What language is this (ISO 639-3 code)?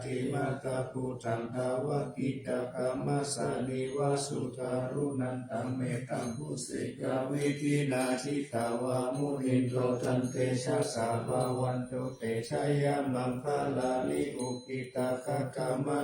pli